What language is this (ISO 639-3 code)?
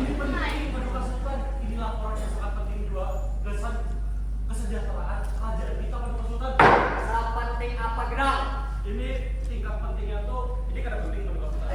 bjn